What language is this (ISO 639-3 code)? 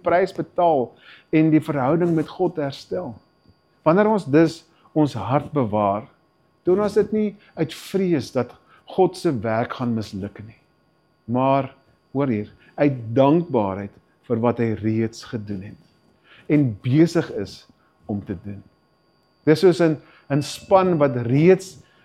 afr